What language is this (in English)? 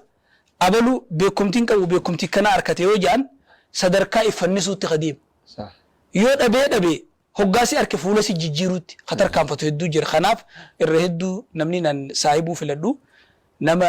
Oromo